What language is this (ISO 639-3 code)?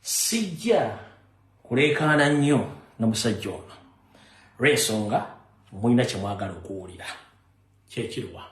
lug